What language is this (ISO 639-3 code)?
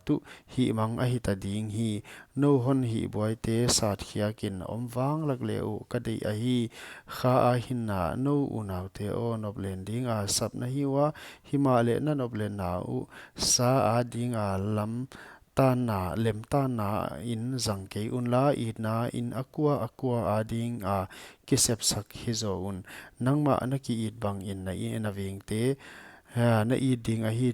pck